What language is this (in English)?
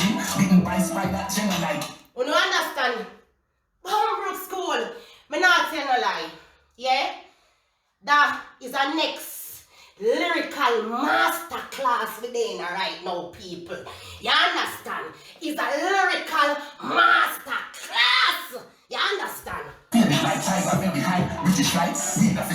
Jamaican Creole English